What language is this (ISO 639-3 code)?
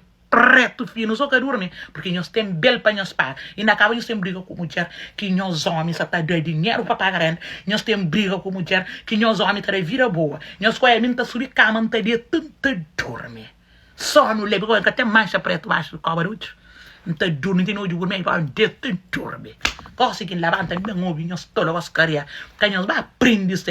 kea